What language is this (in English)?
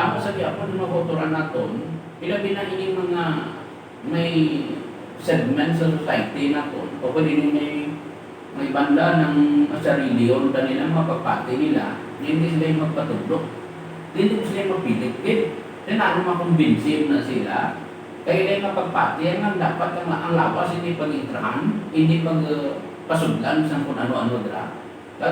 Hiligaynon